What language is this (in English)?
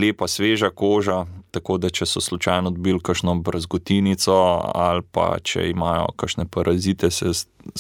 Slovenian